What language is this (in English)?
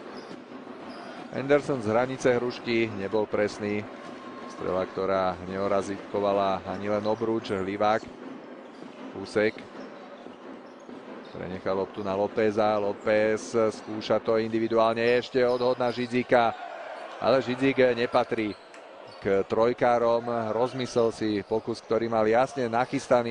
Slovak